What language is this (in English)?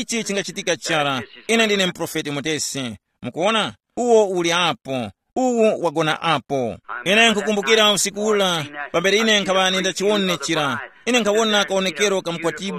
Tumbuka